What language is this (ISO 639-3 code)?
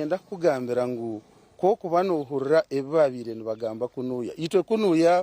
nyn